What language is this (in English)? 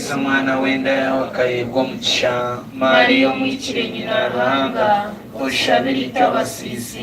Nyankole